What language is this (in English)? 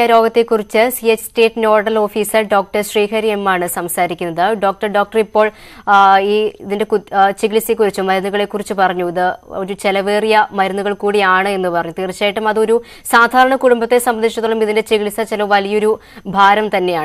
Malayalam